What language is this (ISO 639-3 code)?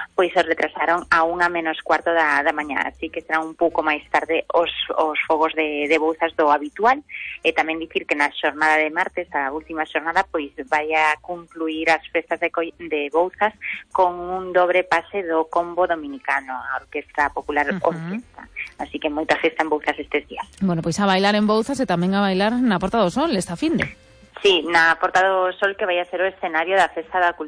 glg